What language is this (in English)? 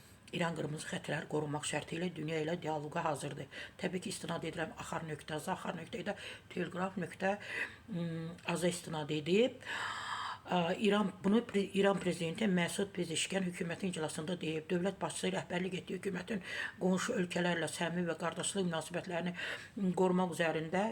Azerbaijani